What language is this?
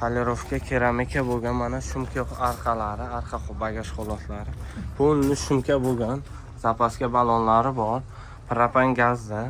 Uzbek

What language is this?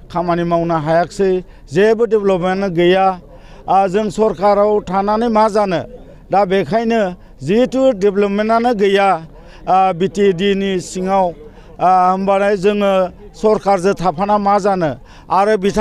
Bodo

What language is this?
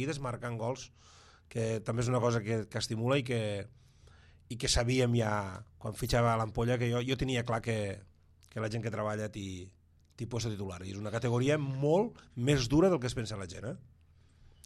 Catalan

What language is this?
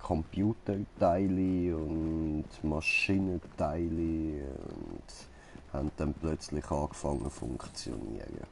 Swiss German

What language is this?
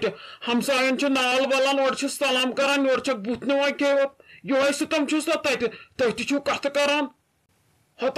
Kashmiri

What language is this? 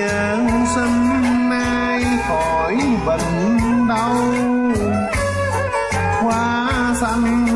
Vietnamese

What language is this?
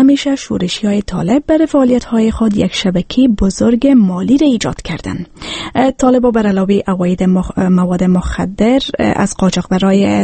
Persian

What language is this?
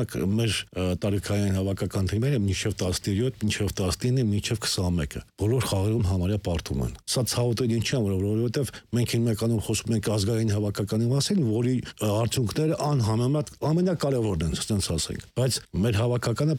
Armenian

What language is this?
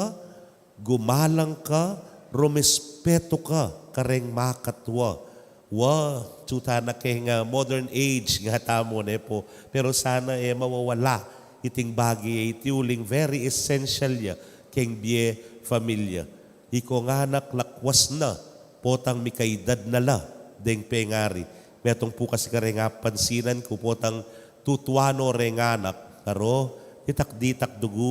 Pampanga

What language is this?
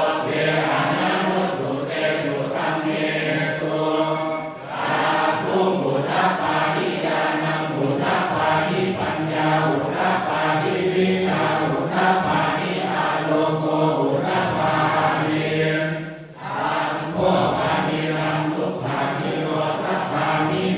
Pali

